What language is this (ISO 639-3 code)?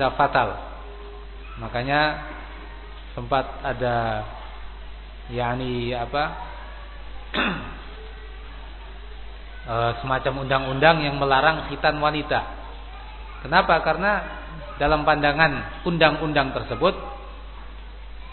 ind